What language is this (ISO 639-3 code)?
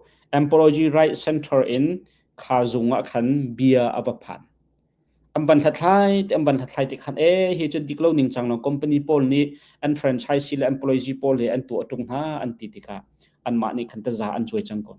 cnh